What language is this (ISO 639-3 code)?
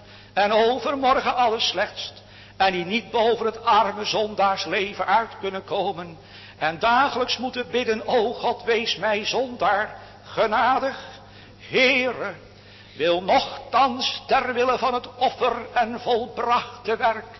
nld